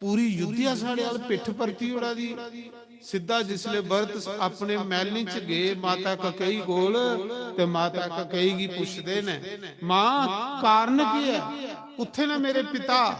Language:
Dogri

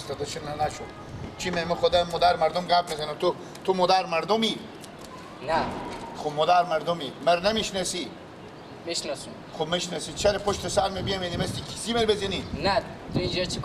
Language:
Persian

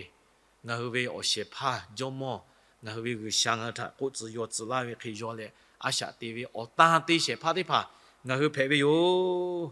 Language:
Lahu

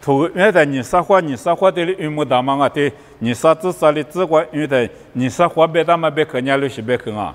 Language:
Lisu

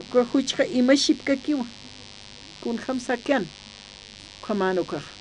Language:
Aymara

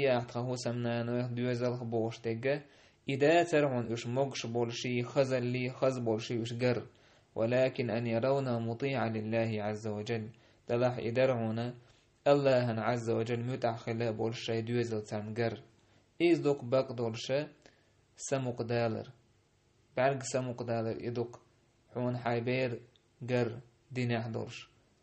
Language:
Chechen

